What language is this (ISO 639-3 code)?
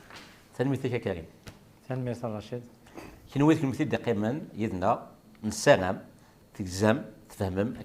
kab